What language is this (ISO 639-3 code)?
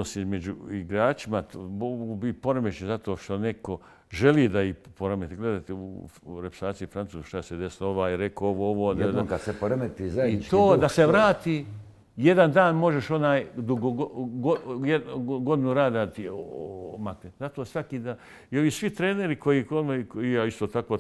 bos